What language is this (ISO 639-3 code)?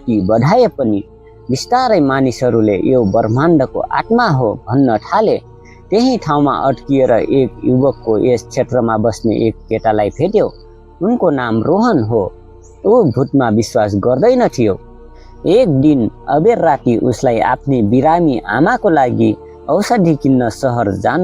nep